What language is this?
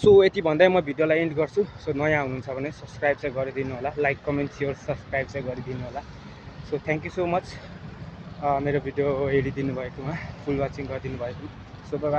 Nepali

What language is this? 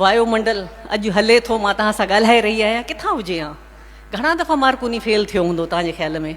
Sindhi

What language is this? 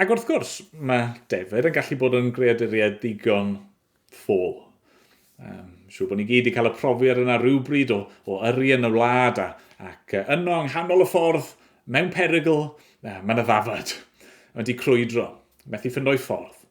Welsh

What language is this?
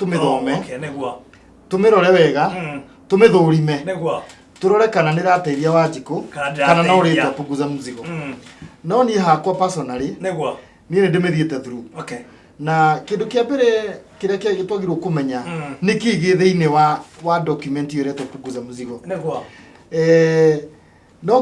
Kikuyu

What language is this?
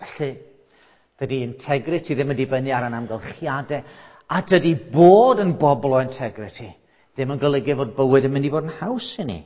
Welsh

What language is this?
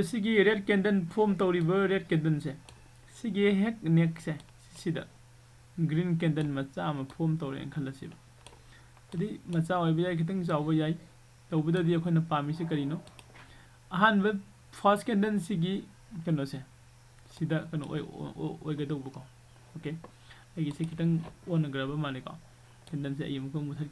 Manipuri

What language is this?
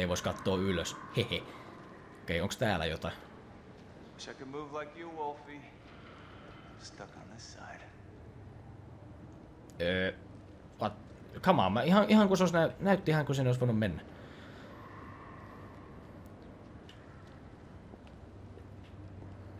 Finnish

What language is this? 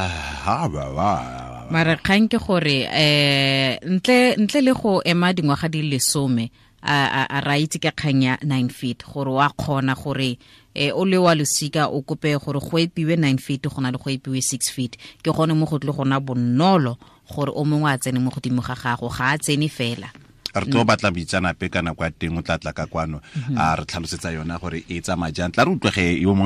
Tswana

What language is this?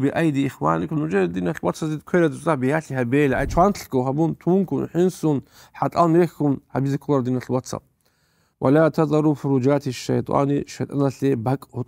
Avaric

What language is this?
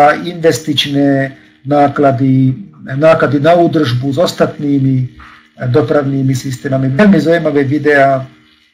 Slovak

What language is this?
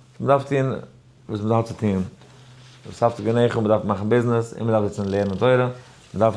Yiddish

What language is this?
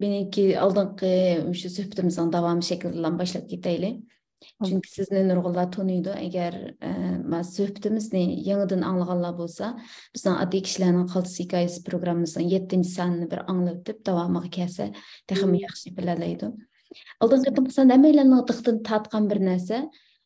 Uyghur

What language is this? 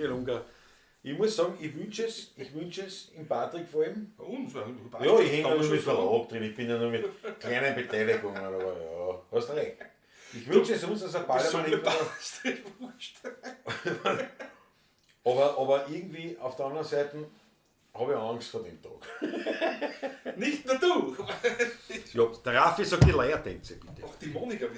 Bavarian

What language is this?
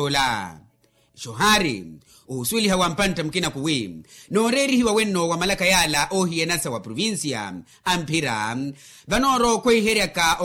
Makhuwa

